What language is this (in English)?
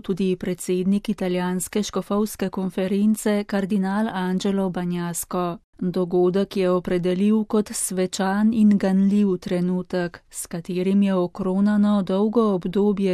Slovenian